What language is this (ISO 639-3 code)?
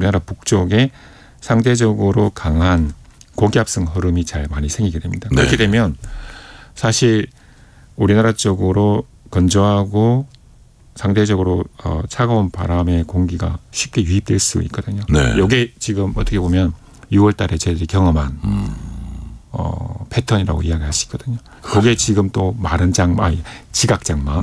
kor